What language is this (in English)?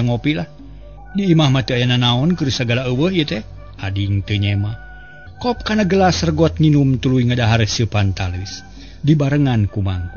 Sundanese